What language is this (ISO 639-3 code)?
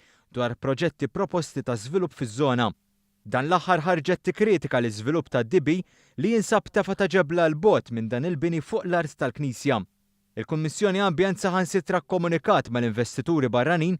mlt